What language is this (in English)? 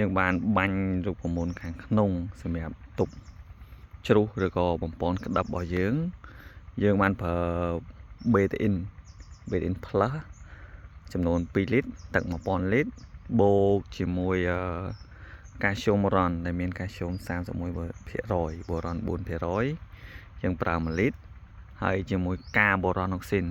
Khmer